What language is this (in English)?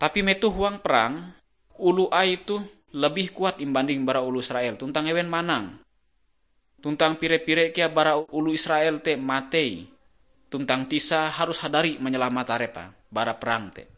Ngaju